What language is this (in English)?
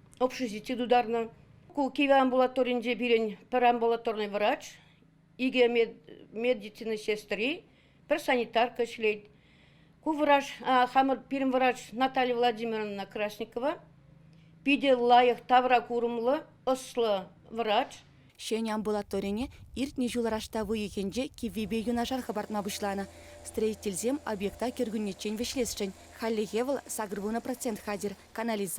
Chuvash